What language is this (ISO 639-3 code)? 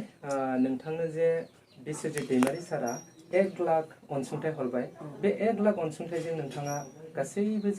brx